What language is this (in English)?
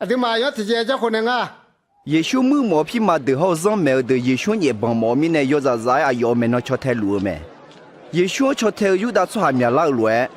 Akha